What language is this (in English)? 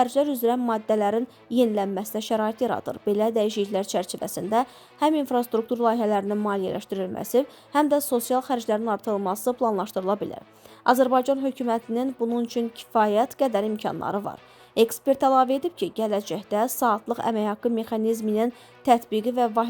Azerbaijani